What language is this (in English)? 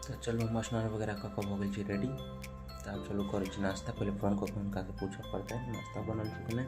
Maithili